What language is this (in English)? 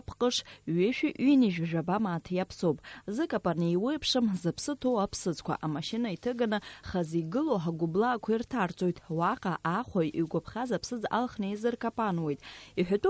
Abkhazian